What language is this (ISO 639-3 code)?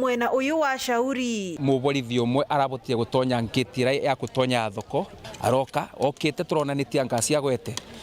mer